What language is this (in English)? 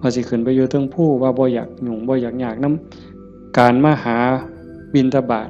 Northeastern Thai